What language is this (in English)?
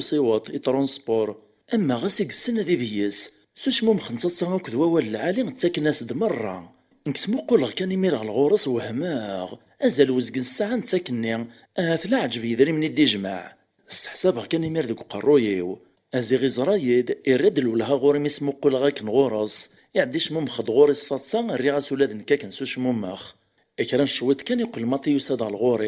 Kabyle